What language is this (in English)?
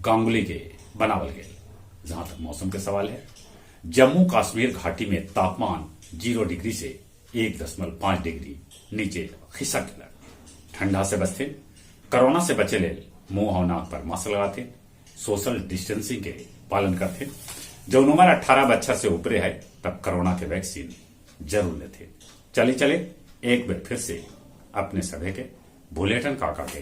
Magahi